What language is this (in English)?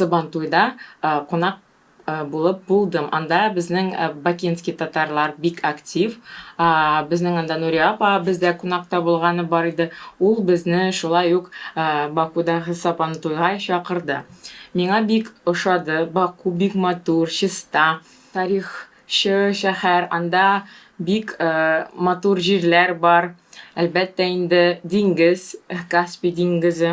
Tatar